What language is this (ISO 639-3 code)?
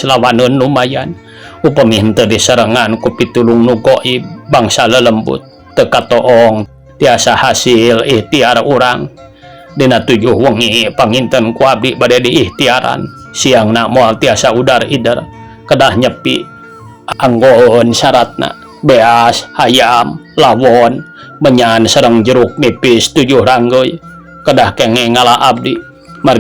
sun